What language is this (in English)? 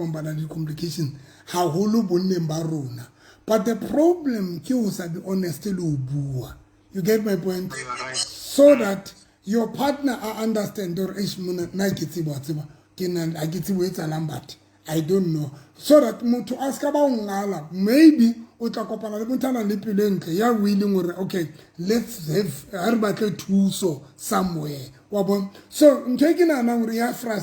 Southern Sotho